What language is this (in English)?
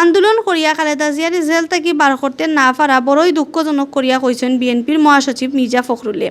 Sylheti